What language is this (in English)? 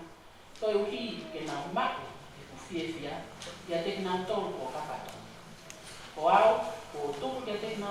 Tongan